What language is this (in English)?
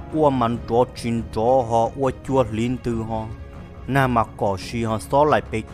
Hmong